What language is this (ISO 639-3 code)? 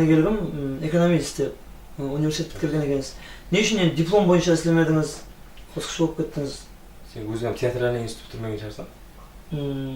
kaa